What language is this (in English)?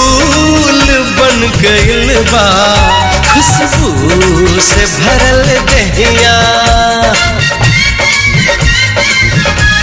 Bhojpuri